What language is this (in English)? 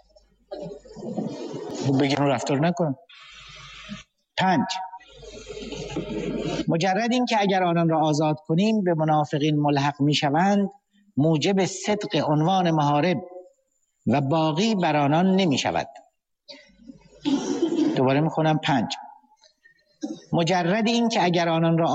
Persian